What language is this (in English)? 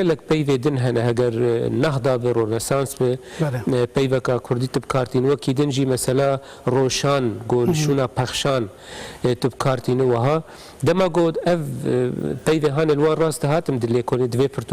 Kurdish